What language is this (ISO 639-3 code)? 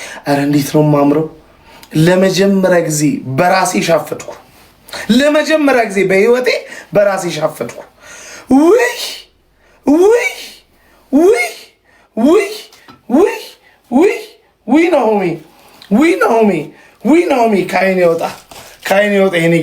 amh